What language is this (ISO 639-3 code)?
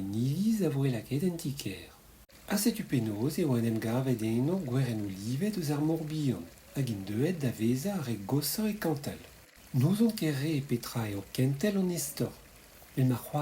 bre